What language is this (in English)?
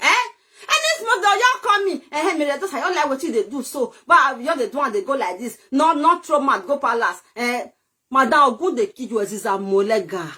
Nigerian Pidgin